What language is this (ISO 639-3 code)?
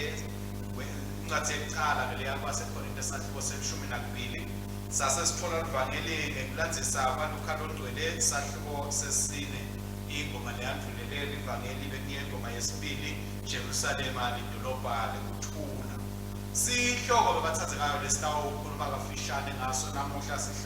ssw